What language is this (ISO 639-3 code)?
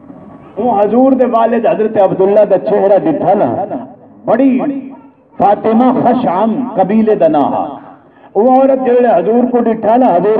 skr